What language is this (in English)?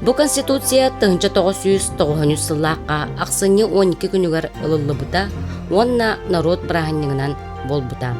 Yakut